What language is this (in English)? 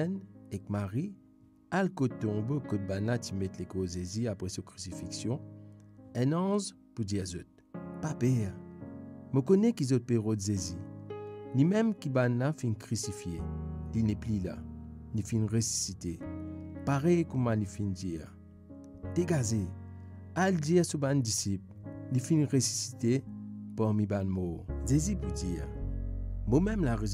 Morisyen